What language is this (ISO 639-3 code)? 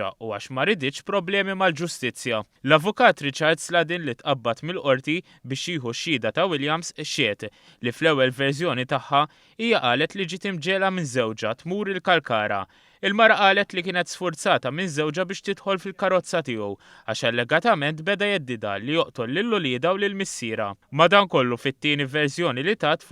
mlt